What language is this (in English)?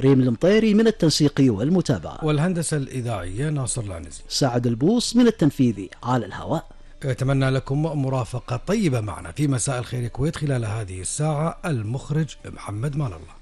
Gulf Arabic